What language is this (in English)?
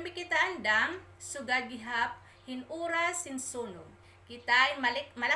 Waray